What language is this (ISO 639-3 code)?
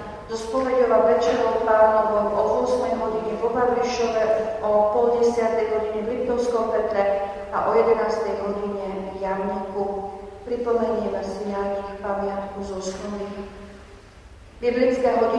slk